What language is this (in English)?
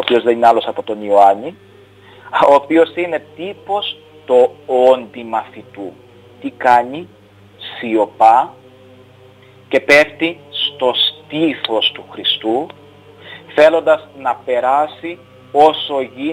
Greek